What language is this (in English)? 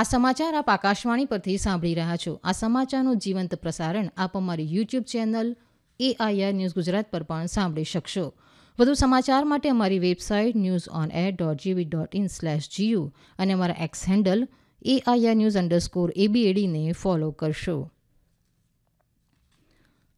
Gujarati